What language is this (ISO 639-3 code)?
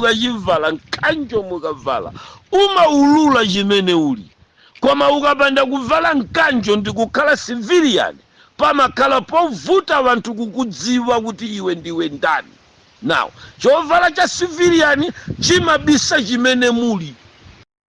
nya